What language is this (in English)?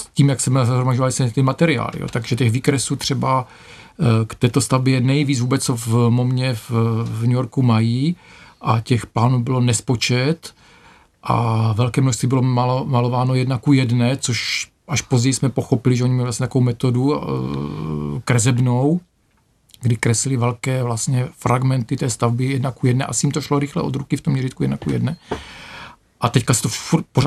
Czech